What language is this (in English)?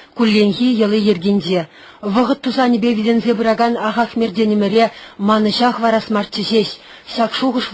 Chuvash